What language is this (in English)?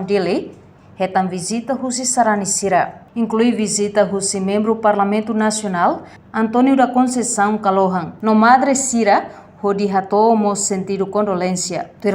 Tetum